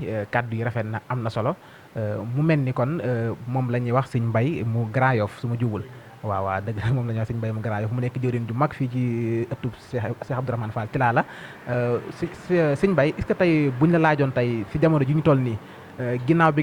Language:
Wolof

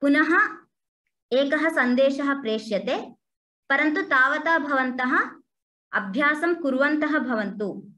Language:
Sanskrit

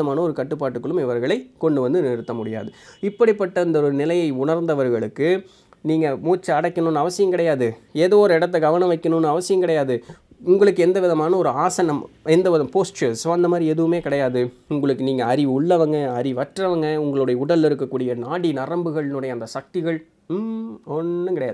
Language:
Tamil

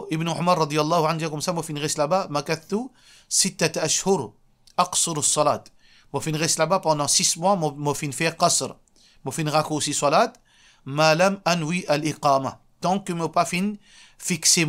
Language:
Morisyen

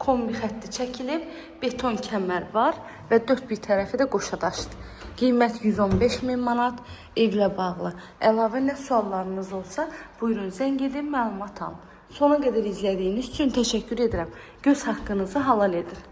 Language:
Azerbaijani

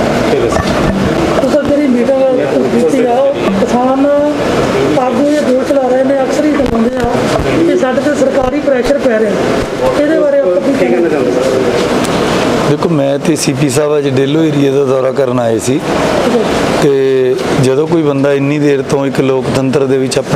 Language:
Punjabi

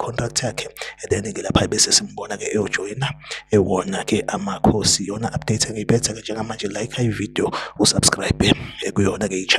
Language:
Zulu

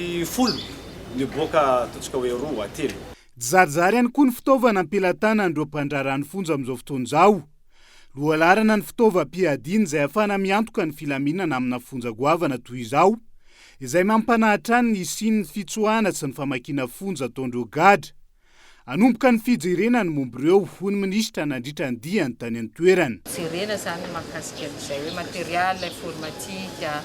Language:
Malagasy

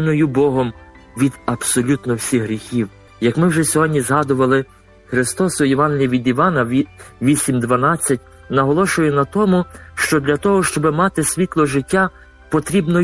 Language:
Ukrainian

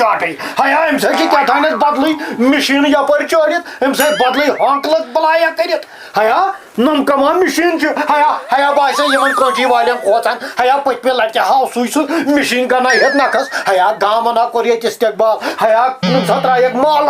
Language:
Kashmiri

